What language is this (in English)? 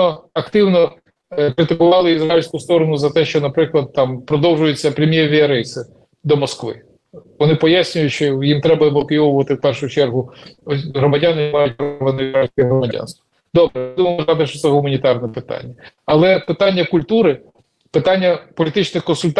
Ukrainian